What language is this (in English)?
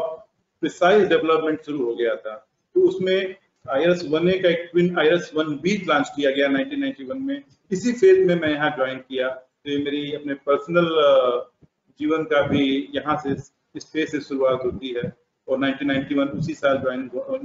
Hindi